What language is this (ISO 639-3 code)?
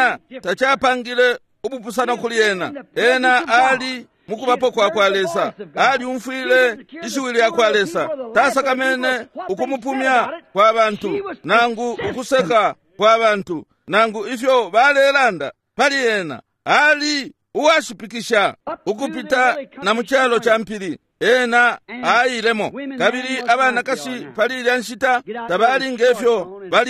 bem